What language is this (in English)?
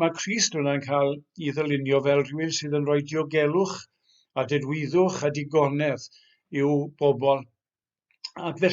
Welsh